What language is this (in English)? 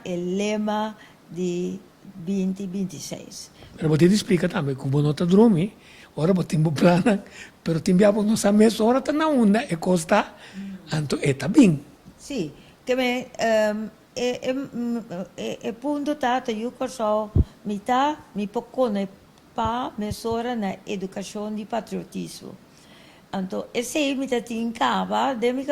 Papiamento